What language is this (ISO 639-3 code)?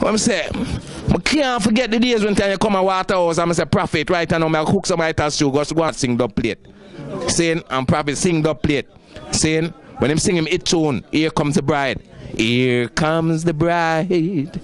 jam